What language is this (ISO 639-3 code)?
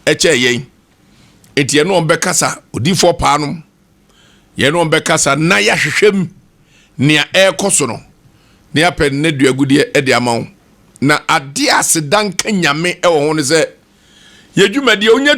aka